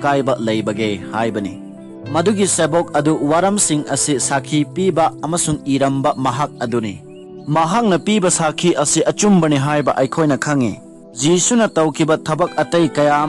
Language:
Manipuri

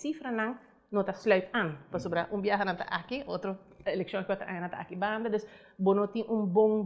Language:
Papiamento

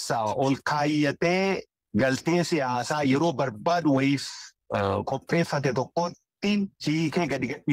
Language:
Oromo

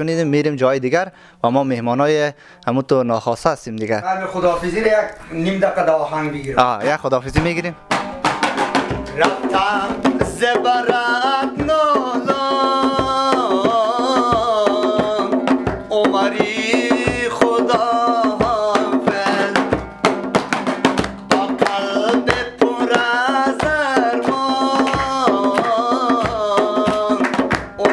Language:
Persian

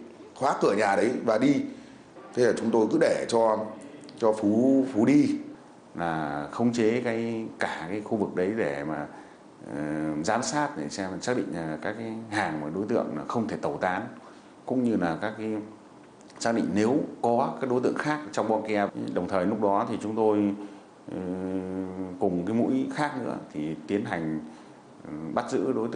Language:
Vietnamese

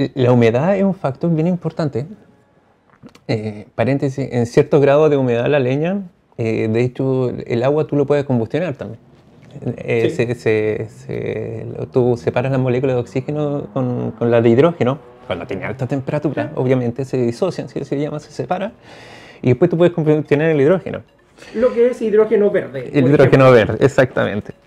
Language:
Spanish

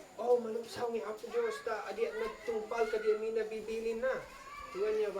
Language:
Isnag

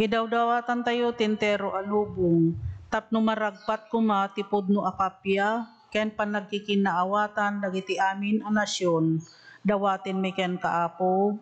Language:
Iloko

